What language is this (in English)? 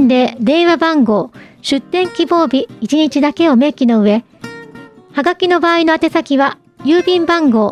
Japanese